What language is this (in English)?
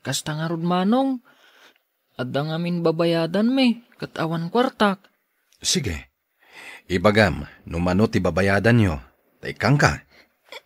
Iloko